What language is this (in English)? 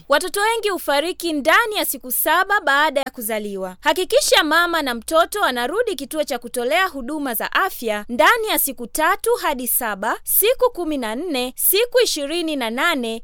Swahili